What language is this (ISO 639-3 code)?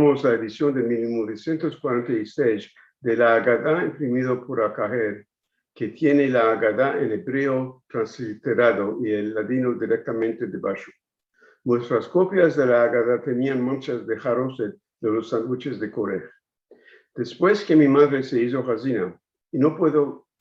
lad